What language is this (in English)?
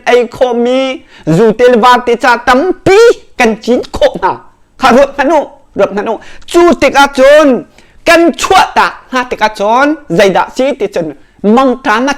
Hakha Chin